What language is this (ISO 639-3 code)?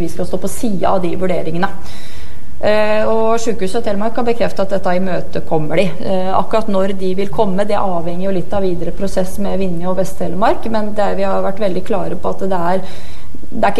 nor